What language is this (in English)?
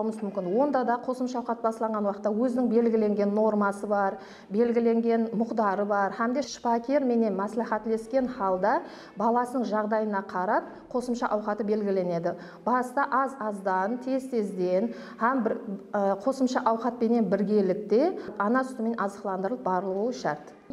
Kara-Kalpak